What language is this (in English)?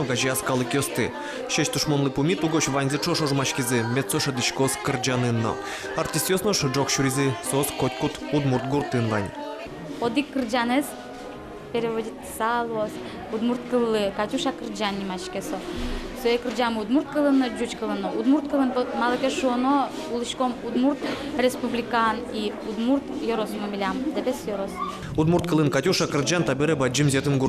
Udmurt